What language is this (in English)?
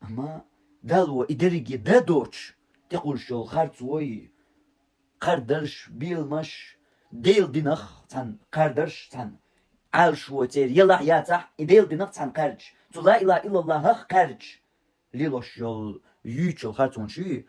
Chechen